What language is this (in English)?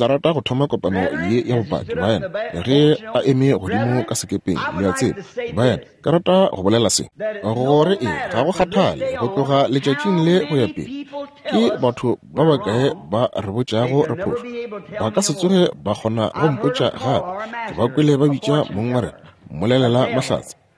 Northern Sotho